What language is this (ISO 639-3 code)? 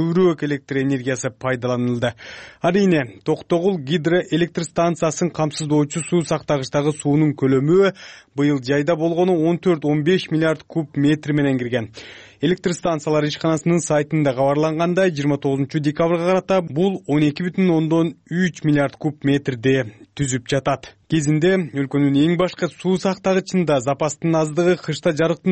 kir